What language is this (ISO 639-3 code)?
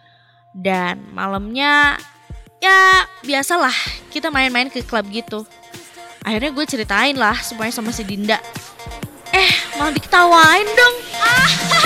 ind